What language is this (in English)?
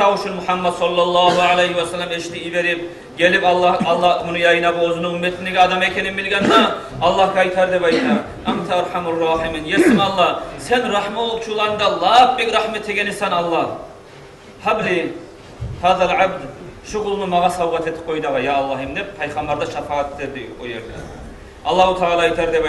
Kumyk